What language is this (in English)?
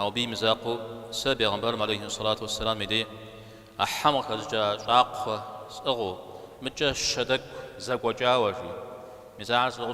Kabardian